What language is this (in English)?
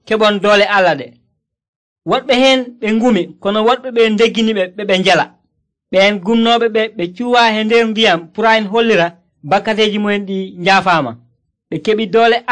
Nigerian Fulfulde